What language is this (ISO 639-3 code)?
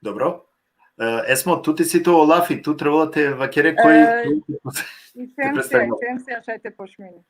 rmn